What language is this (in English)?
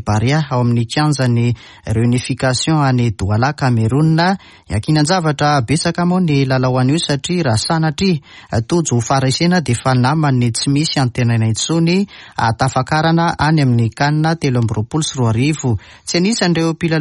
Malagasy